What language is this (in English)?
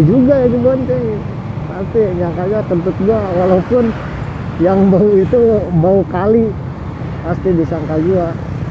Betawi